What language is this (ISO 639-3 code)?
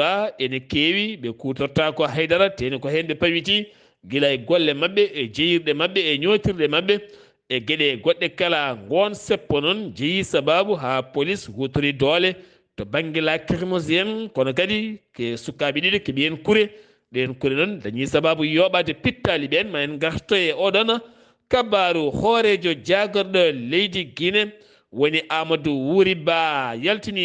ful